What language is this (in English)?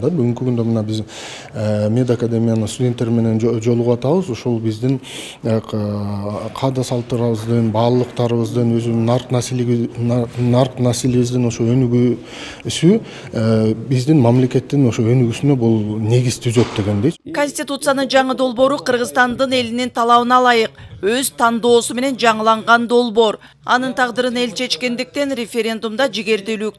Kyrgyz